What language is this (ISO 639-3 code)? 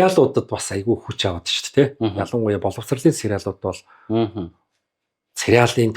mon